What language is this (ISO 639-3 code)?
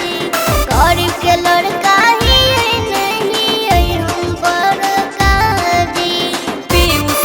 mag